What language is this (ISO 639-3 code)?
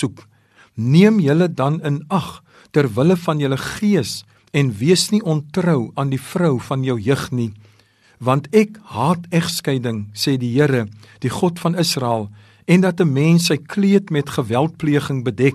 afr